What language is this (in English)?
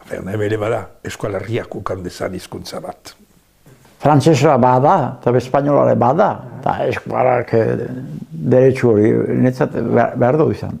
Basque